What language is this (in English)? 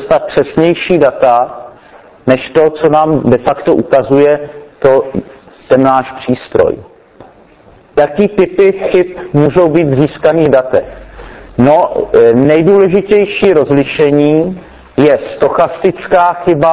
Czech